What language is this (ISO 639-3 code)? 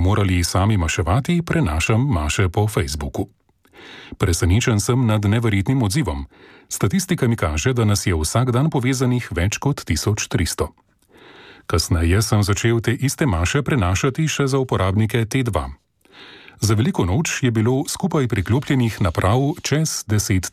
slv